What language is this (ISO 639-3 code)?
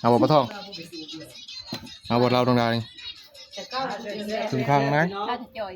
tts